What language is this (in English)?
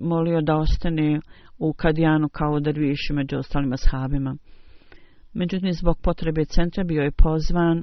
Bosnian